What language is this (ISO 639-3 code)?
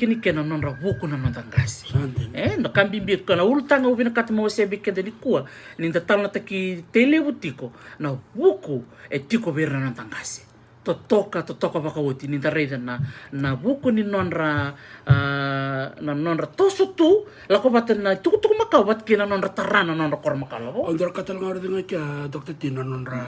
fij